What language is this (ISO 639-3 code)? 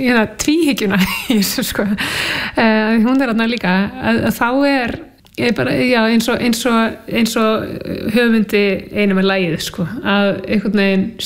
isl